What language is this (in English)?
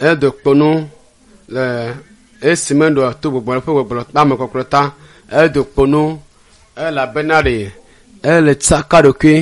Ewe